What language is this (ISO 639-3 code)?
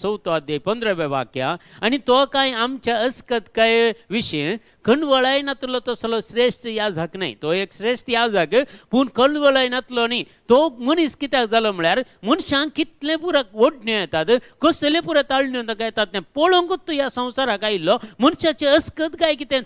kok